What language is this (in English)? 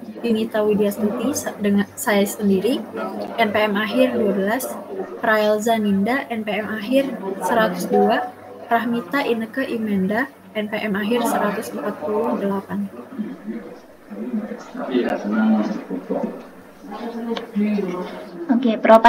Indonesian